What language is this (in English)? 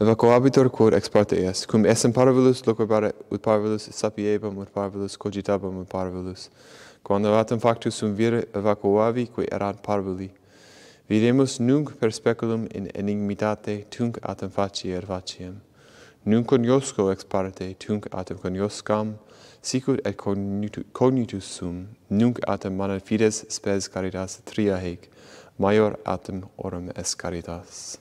Latin